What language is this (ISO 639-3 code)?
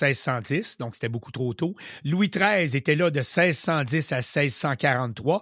fra